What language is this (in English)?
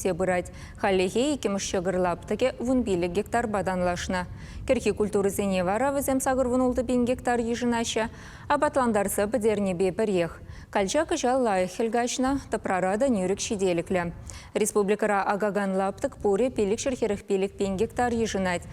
Chuvash